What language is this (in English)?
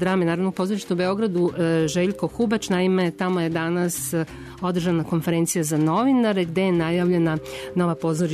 Serbian